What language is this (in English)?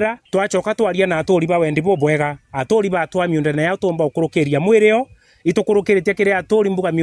Meru